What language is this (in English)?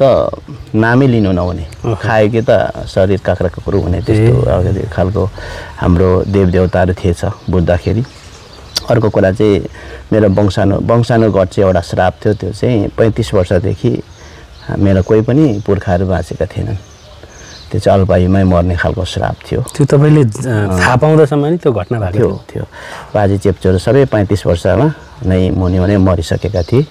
Nepali